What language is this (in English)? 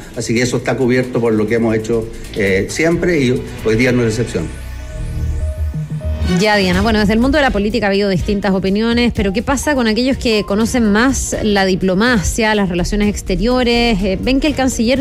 Spanish